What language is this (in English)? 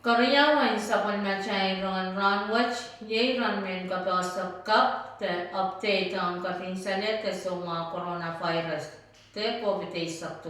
Pohnpeian